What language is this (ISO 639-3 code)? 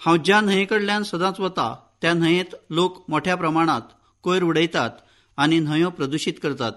kok